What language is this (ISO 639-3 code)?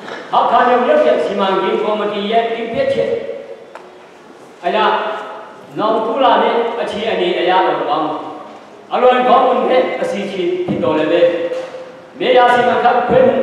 mya